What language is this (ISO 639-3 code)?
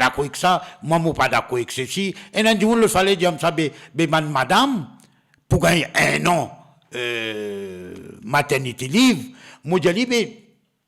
mfe